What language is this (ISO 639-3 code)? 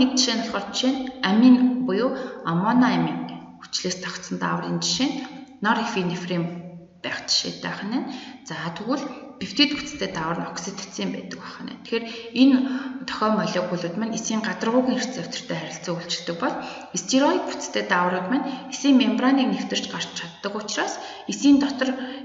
mon